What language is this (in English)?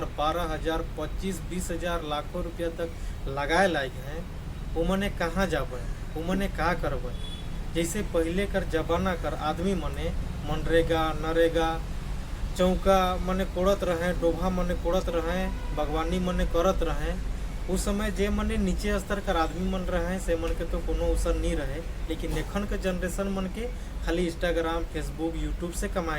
Sadri